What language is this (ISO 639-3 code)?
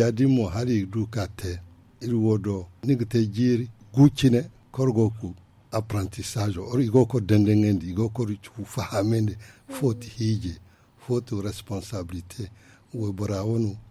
dje